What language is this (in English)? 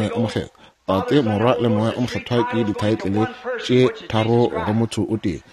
Northern Sotho